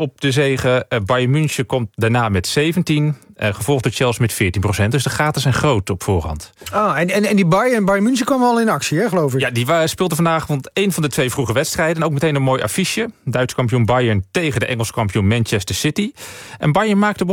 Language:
Dutch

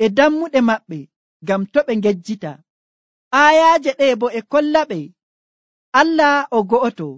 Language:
Nigerian Fulfulde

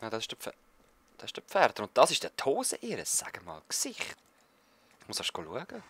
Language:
Swiss German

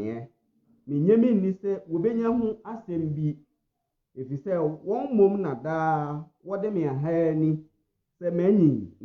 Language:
Akan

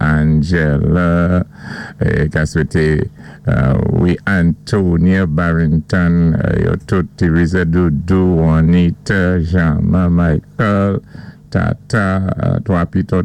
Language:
Saint Lucian Creole French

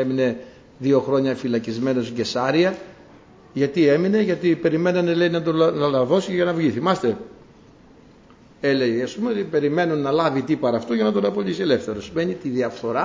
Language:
Greek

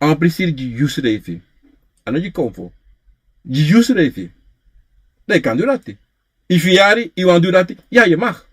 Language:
Sranan Tongo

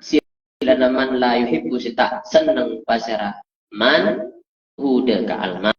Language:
Madurese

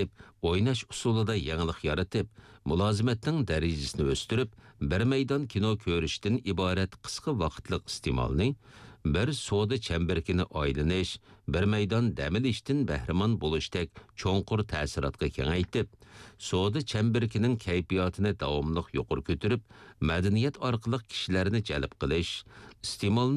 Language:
Uyghur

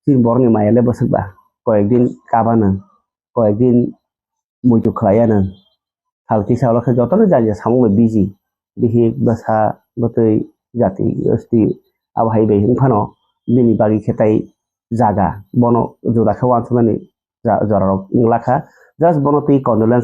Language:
Kok Borok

